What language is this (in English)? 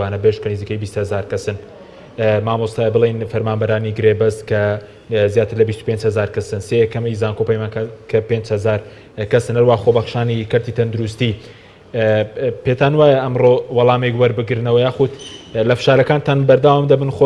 Central Kurdish